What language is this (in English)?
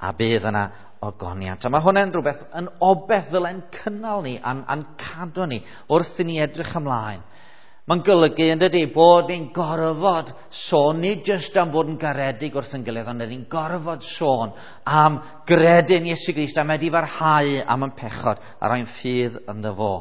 Welsh